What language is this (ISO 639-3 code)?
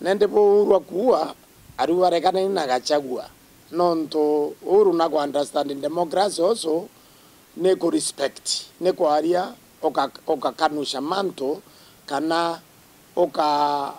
mer